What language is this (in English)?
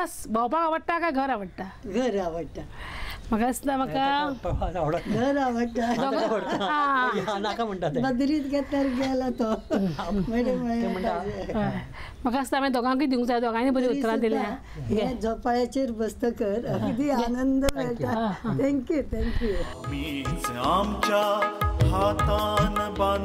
Konkani